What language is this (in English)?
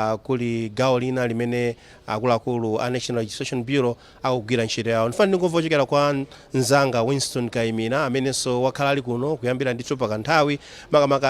Nyanja